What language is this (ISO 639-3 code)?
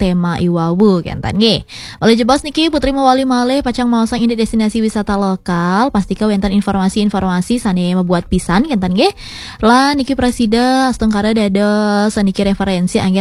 ban